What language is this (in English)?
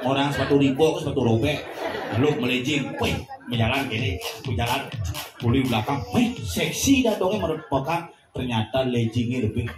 Balinese